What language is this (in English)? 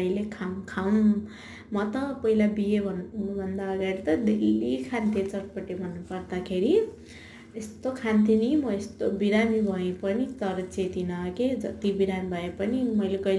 Nepali